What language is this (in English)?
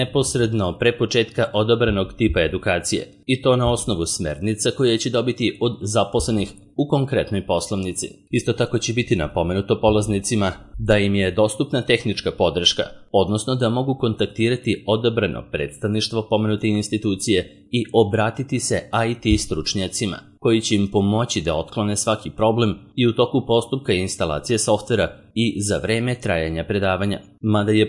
Serbian